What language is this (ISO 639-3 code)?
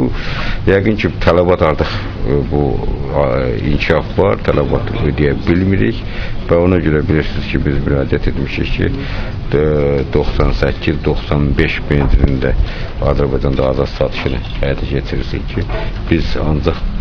aze